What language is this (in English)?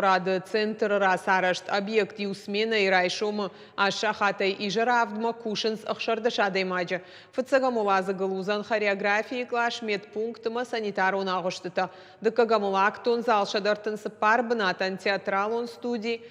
Ossetic